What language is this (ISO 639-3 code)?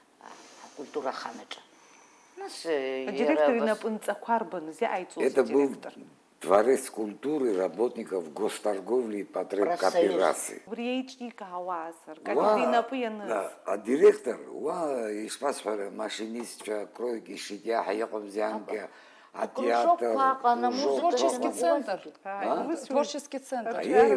abk